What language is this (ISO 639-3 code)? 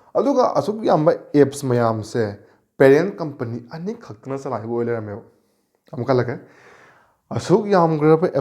mni